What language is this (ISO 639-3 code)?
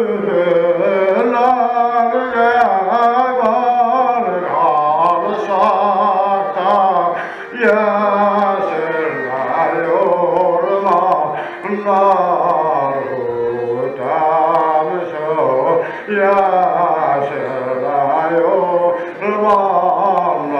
bak